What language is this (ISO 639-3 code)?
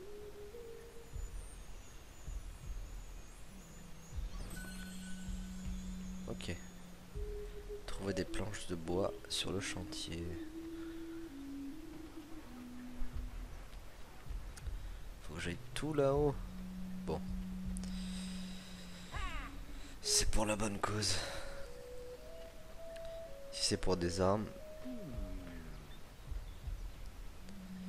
fra